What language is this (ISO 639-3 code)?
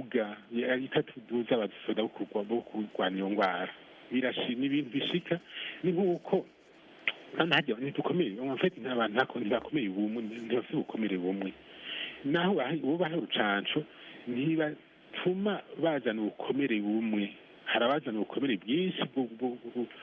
run